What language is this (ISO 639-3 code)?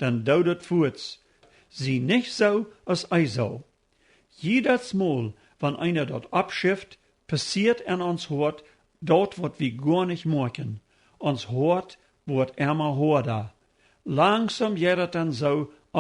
pdt